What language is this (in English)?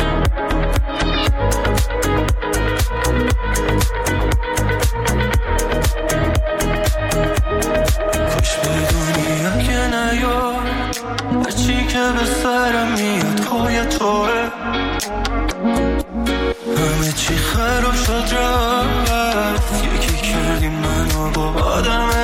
Persian